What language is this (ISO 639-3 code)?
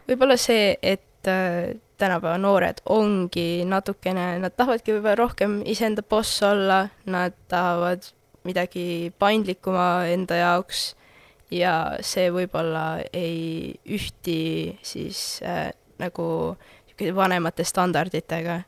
est